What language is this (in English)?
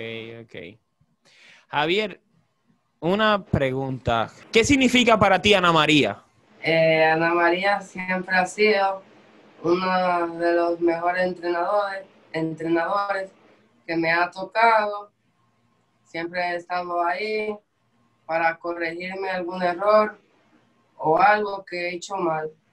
Spanish